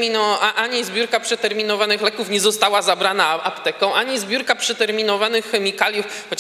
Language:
Polish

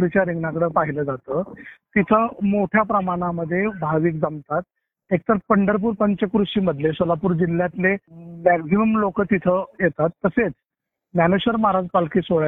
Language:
Marathi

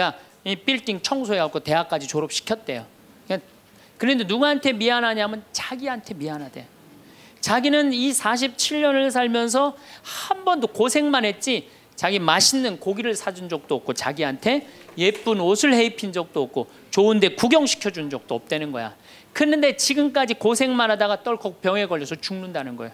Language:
Korean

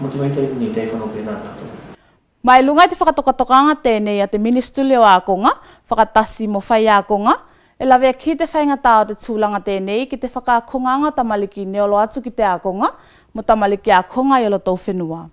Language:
Tuvalu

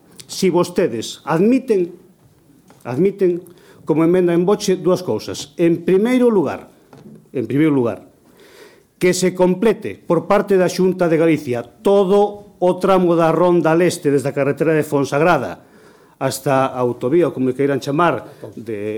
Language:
Galician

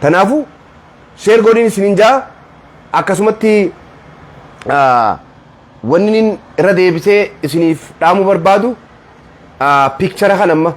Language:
Oromo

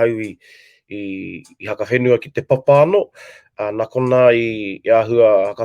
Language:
Māori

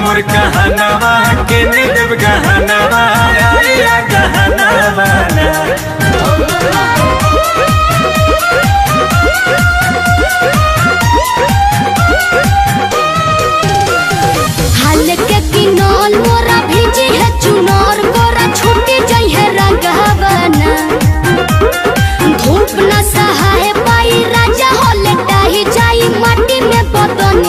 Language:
Bhojpuri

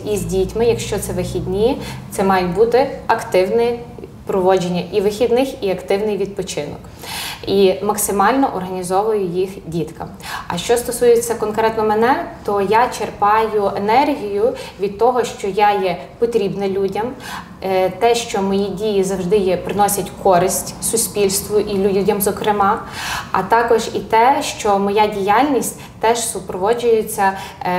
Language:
Ukrainian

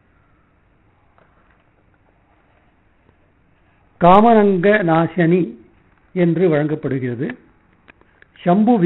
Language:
Tamil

